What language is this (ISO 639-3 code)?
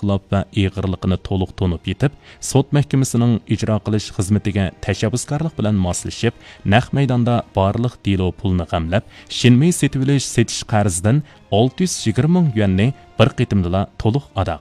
uig